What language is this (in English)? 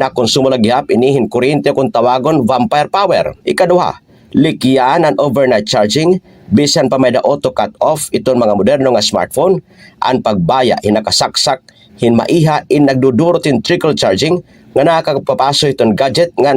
Waray